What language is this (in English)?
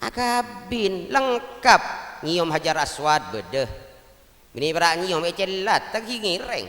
Madurese